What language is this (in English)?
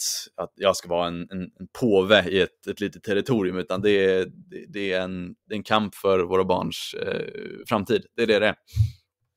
Swedish